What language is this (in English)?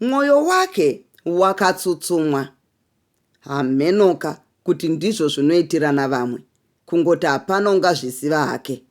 Shona